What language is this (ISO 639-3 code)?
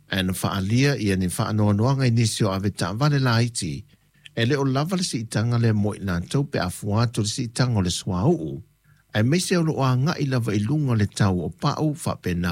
smo